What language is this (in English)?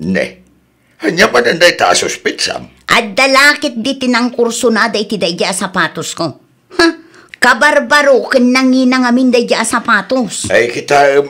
Iloko